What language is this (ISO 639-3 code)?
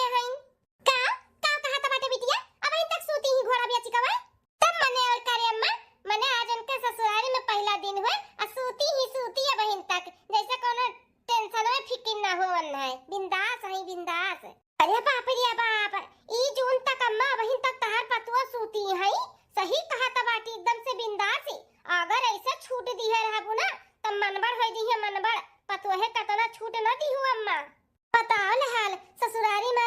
bho